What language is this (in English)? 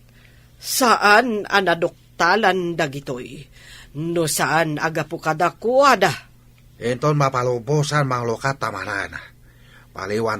Iloko